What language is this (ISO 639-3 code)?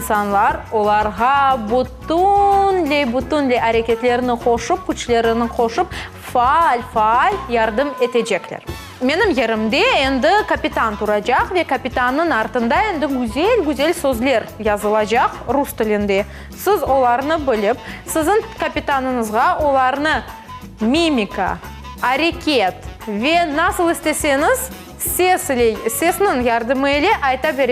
crh